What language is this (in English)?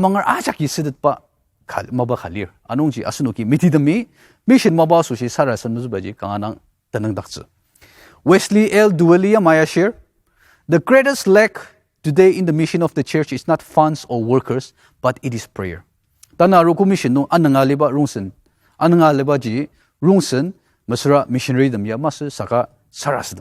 Ao Naga